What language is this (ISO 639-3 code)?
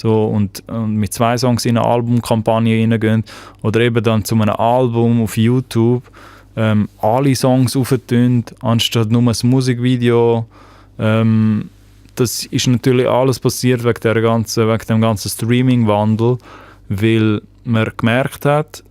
gsw